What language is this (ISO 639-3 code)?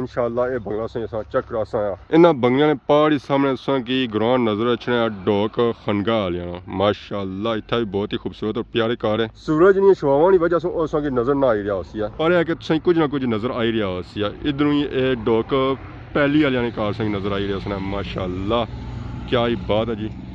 phr